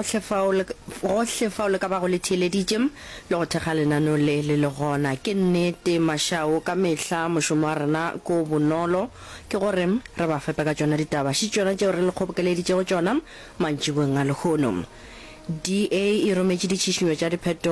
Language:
Northern Sotho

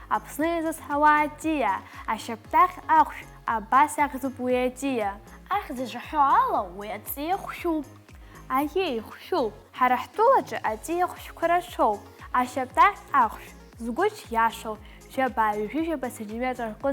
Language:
Abkhazian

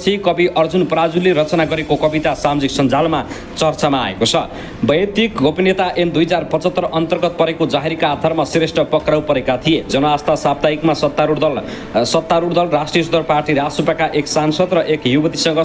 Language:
Nepali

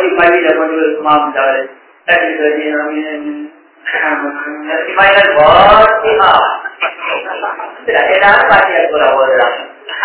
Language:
Tamil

